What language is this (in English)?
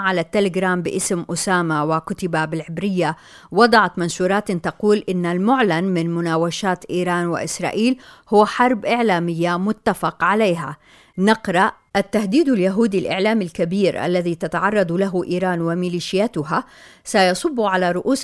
Arabic